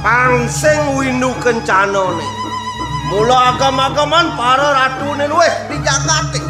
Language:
Balinese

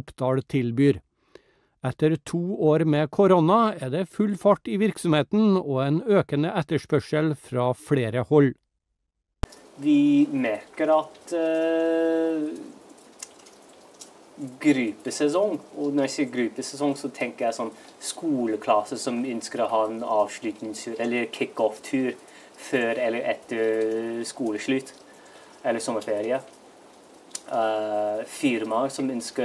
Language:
Norwegian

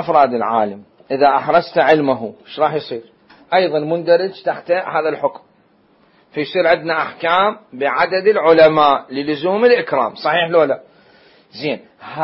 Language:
Mesopotamian Arabic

